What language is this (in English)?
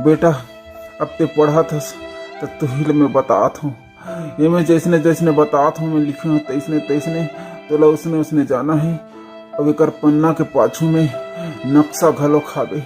Chhattisgarhi